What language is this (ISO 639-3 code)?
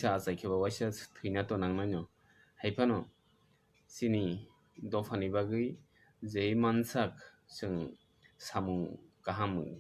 trp